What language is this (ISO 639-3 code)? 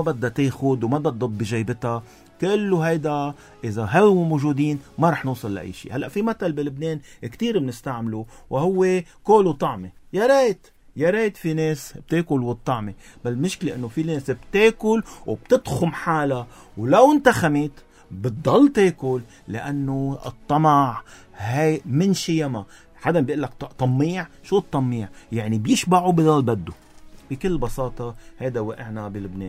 apc